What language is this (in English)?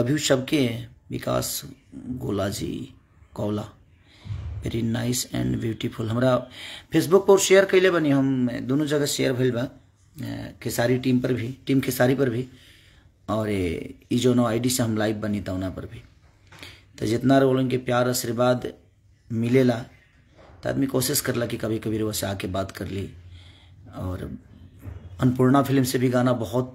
Bhojpuri